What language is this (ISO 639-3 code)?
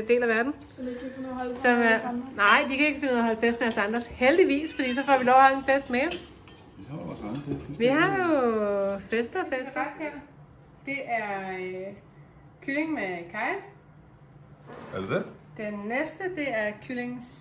dan